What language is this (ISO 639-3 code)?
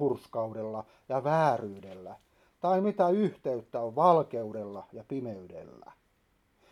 fin